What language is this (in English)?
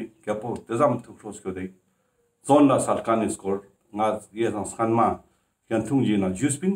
Ladakhi